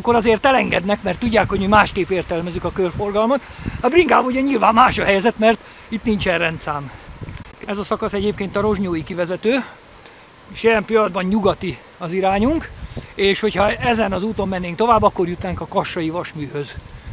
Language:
Hungarian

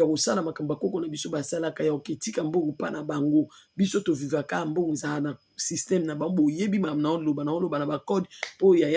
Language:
Lingala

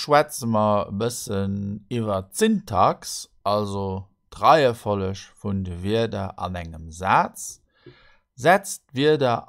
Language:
Luxembourgish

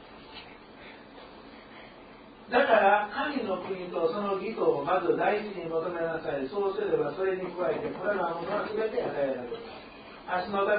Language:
Japanese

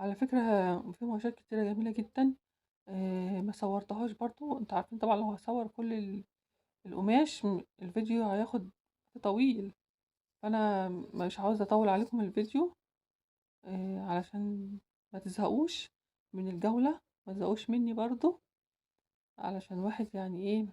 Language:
Egyptian Arabic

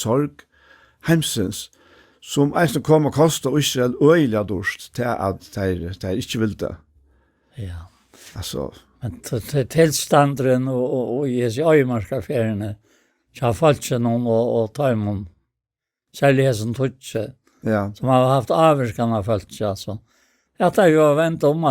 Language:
Faroese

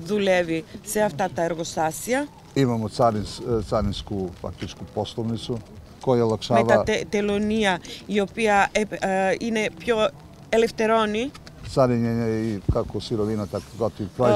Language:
Serbian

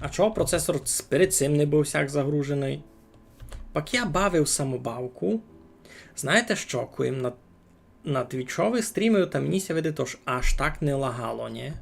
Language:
Rusyn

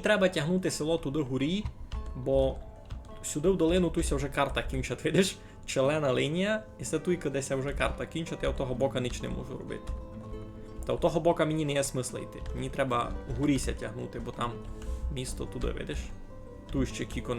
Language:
Rusyn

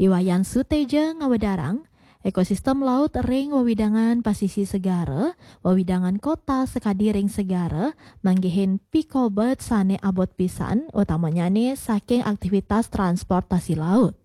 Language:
Balinese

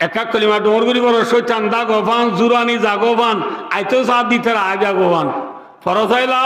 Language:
Rohingya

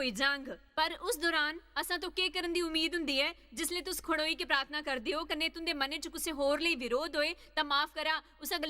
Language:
Dogri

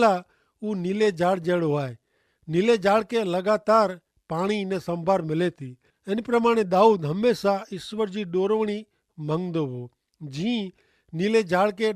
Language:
Kachhi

